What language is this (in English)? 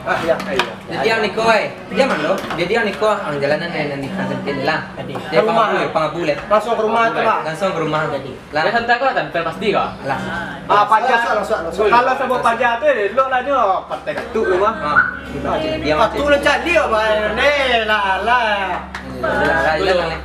Minangkabau